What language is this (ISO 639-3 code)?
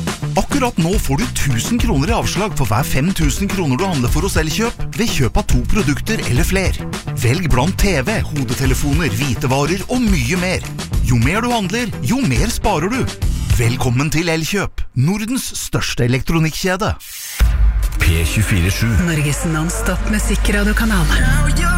nor